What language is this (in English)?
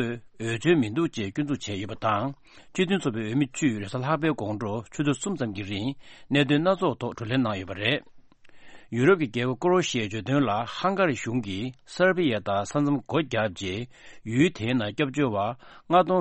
Tibetan